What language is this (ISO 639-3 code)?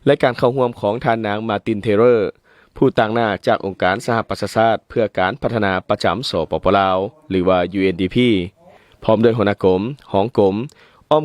lao